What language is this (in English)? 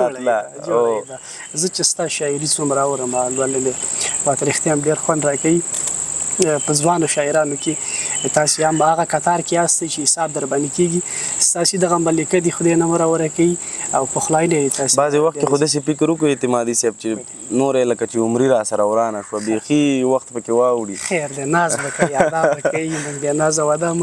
Pashto